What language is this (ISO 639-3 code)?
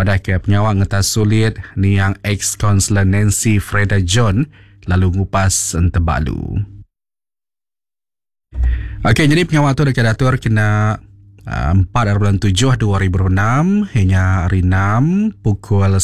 iba